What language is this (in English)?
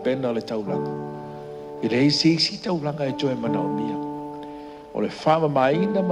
Samoan